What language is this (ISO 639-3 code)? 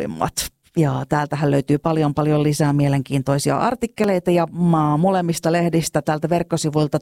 fin